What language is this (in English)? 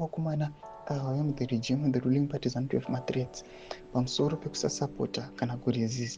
Shona